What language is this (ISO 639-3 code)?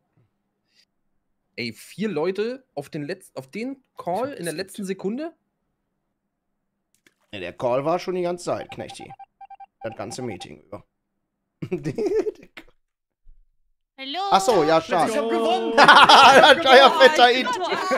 deu